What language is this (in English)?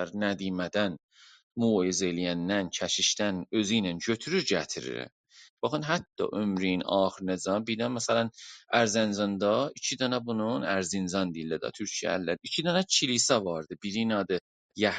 South Azerbaijani